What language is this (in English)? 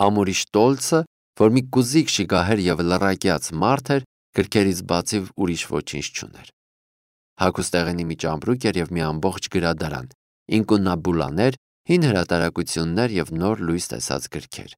Armenian